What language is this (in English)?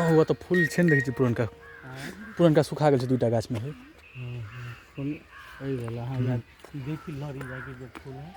Maithili